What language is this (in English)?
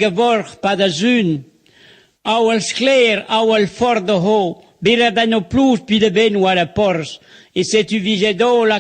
Breton